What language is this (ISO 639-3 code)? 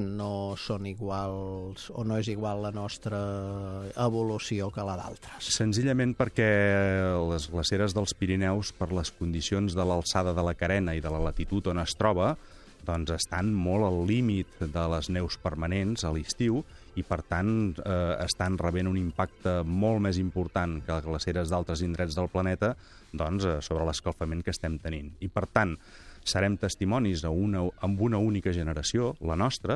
cat